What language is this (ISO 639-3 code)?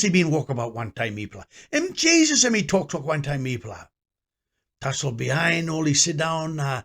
tpi